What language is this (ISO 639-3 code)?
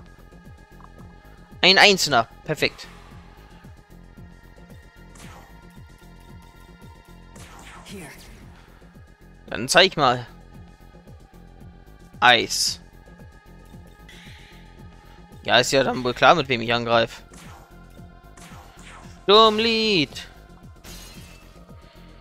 deu